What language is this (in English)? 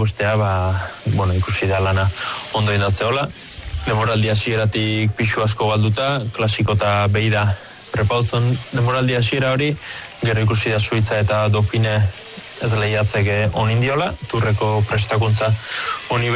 Basque